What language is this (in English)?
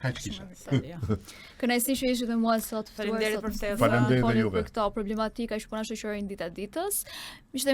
Albanian